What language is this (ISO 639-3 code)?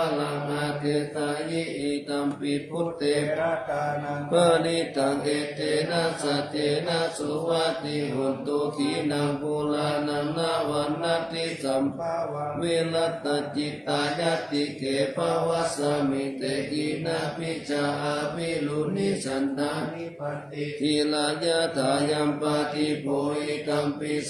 pli